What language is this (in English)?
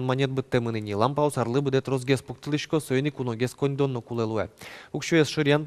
Udmurt